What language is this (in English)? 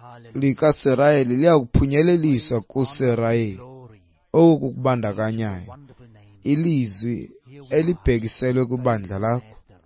Xhosa